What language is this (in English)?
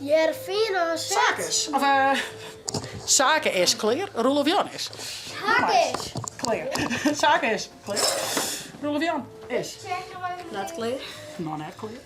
Western Frisian